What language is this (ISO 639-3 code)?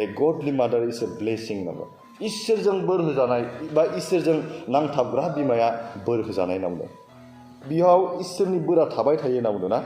brx